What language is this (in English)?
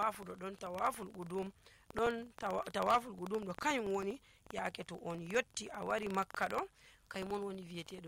Nigerian Fulfulde